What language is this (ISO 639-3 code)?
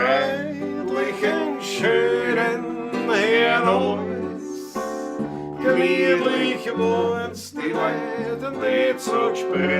bar